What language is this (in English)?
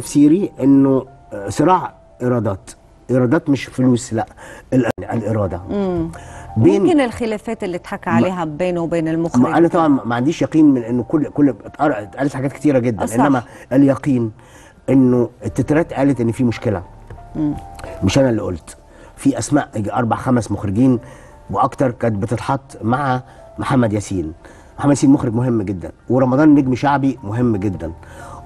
Egyptian Arabic